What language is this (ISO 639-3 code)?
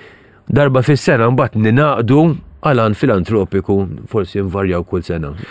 mlt